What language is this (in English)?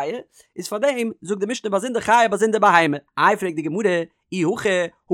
Yiddish